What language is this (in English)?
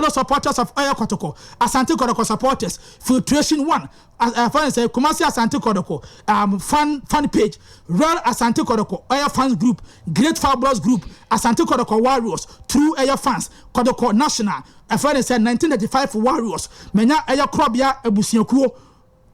Akan